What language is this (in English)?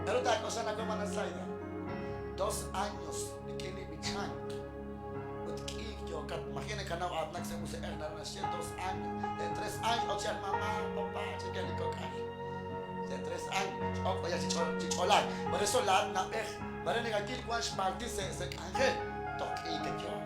Kekchí